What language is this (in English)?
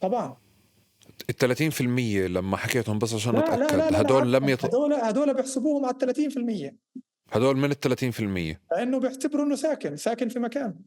North Levantine Arabic